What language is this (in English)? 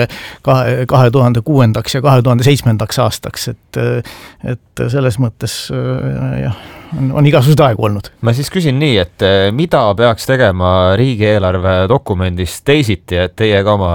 Estonian